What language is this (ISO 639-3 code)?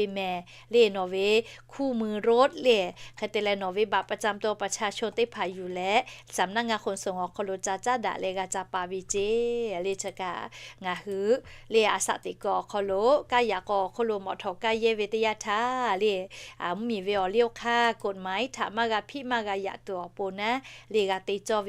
lhu